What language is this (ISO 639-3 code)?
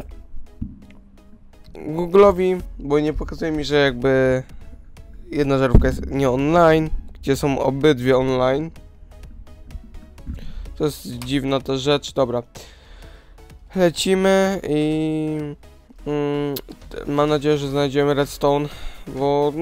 pol